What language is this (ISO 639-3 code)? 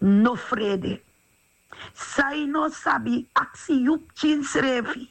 srn